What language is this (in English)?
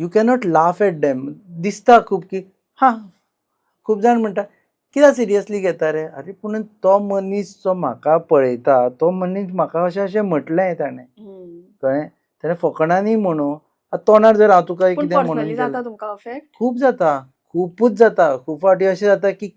Konkani